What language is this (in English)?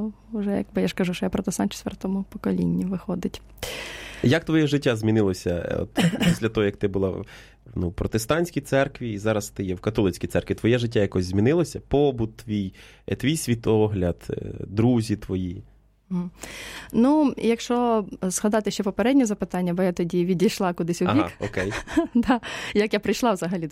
Ukrainian